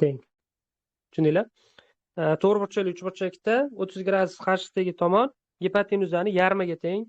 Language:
Uzbek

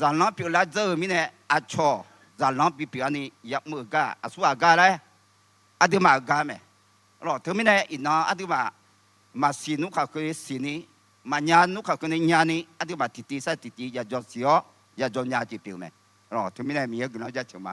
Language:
Akha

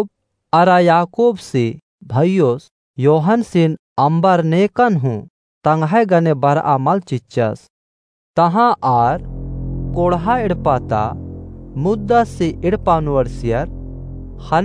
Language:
Kurukh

